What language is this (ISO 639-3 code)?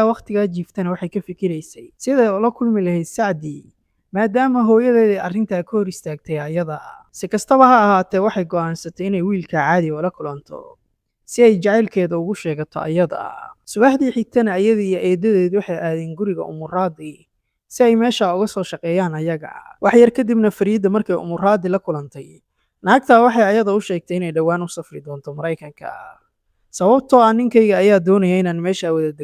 som